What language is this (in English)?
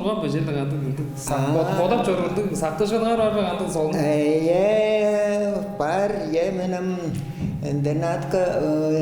Tuvinian